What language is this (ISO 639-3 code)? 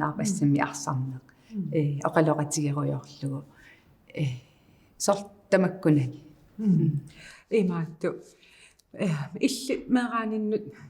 kal